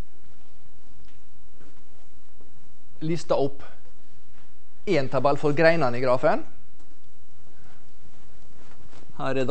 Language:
Norwegian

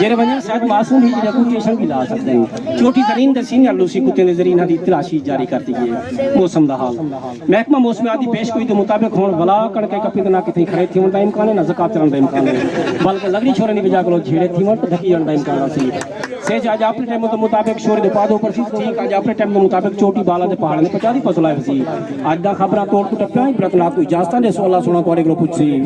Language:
Saraiki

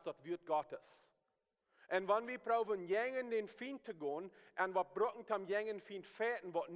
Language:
Plautdietsch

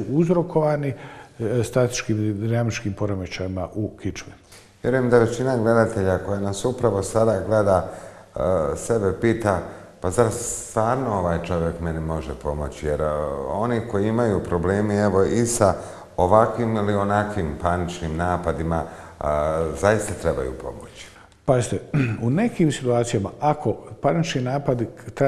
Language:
Bosnian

